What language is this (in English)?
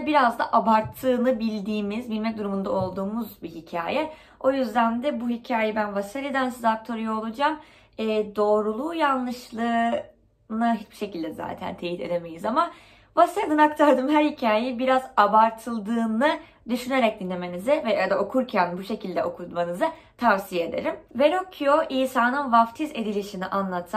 Turkish